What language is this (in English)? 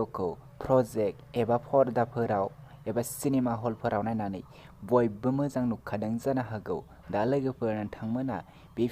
Bodo